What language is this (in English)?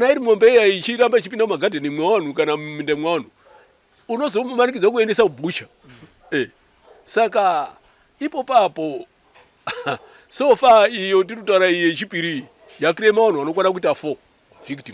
Shona